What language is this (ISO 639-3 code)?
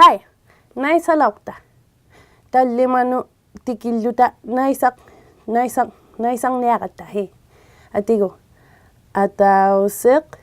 iku